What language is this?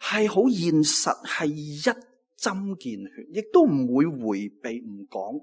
Cantonese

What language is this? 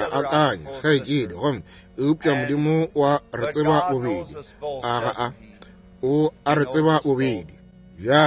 Northern Sotho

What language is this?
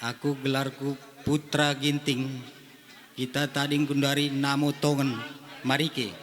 Batak Karo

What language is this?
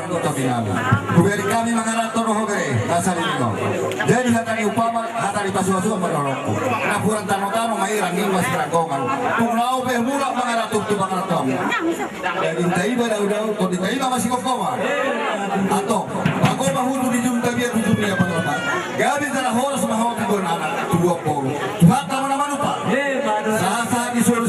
Batak Toba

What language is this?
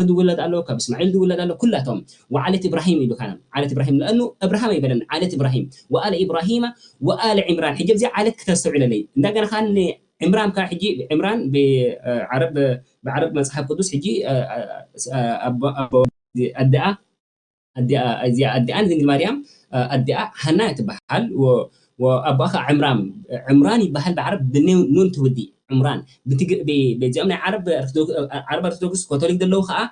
Tigrinya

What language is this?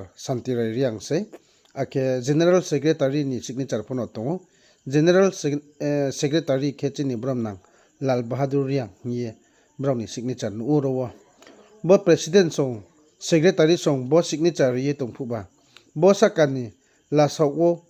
Riang (India)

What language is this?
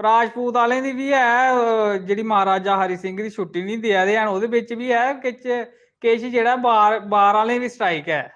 Dogri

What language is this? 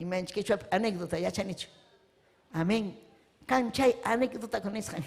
Ayacucho Quechua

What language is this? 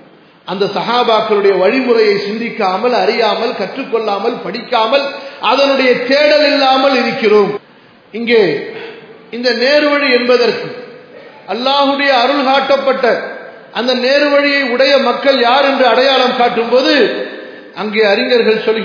Tamil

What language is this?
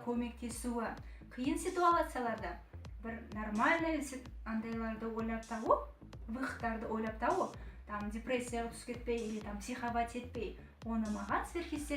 Kazakh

